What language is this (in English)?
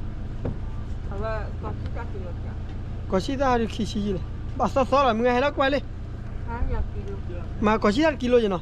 S'gaw Karen